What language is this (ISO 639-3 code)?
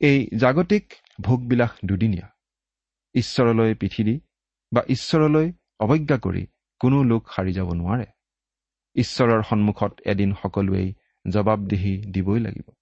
asm